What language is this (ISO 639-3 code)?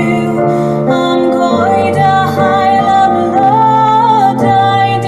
cym